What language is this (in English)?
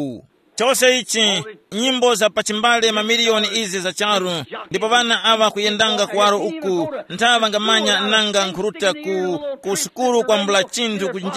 Tumbuka